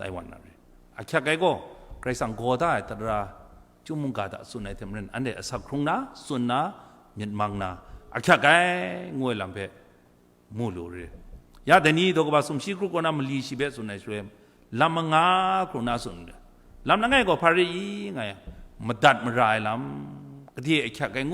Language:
Kachin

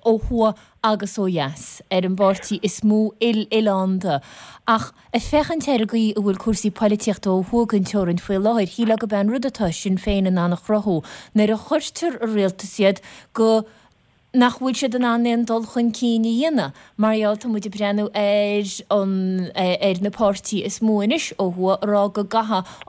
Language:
Irish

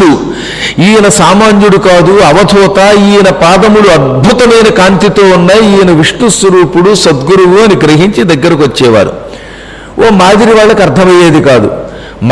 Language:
Telugu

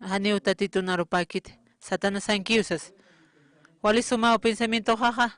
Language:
Aymara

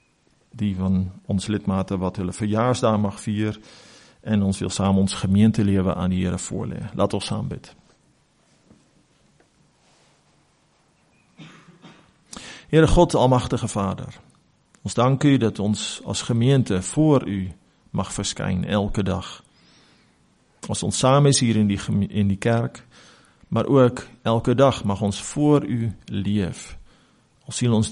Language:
Afrikaans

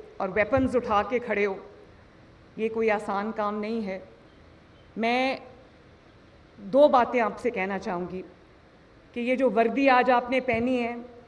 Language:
Urdu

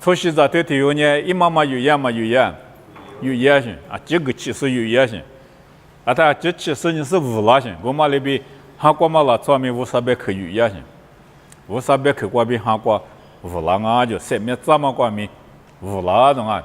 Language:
Lisu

